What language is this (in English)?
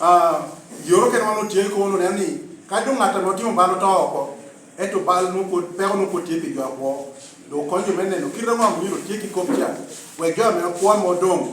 Lango (Uganda)